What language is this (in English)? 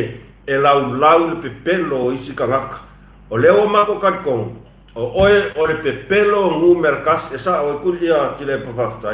Samoan